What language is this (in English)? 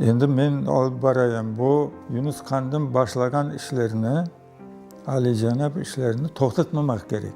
Crimean Tatar